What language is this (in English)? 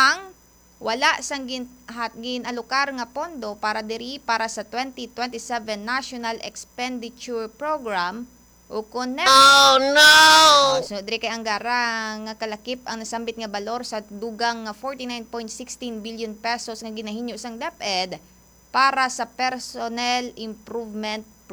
Hiligaynon